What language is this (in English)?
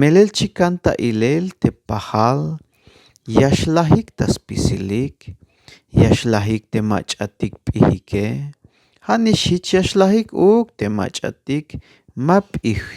Tzeltal